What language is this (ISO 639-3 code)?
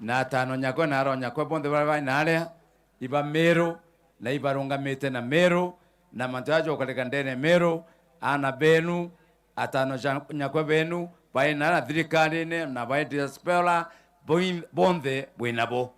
mer